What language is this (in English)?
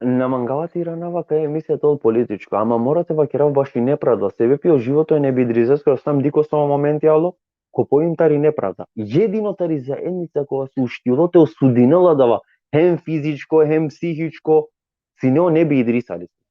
Balkan Romani